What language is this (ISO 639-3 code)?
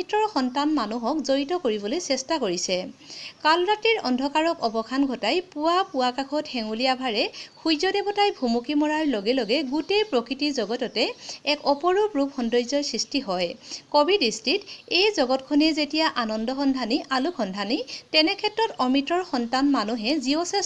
asm